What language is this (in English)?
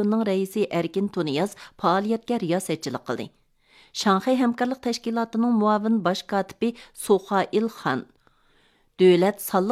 Uyghur